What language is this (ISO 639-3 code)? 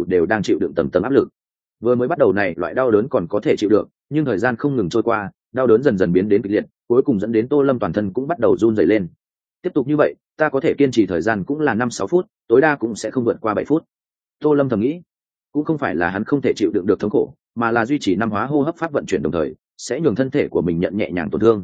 vie